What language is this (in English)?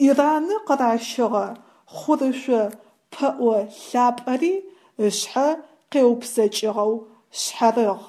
Adyghe